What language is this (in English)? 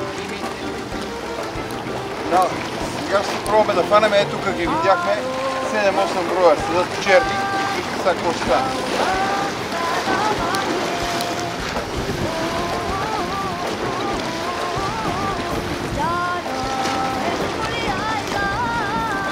Bulgarian